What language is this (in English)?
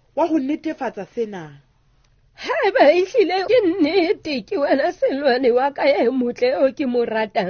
Southern Sotho